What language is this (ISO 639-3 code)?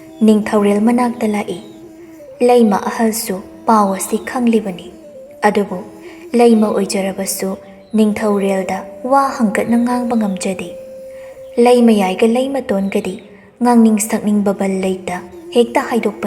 mni